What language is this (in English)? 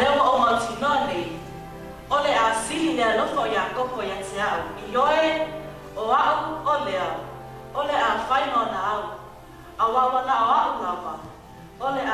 Samoan